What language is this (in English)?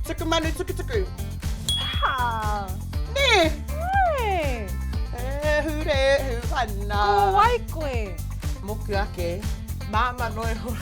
Māori